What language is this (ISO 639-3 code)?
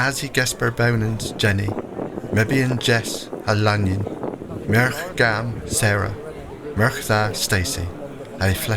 cor